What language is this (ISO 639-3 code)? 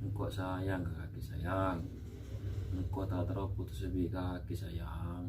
mad